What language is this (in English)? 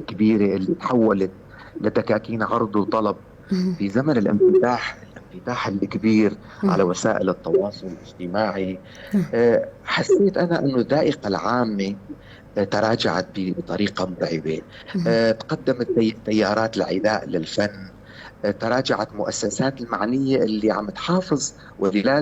North Levantine Arabic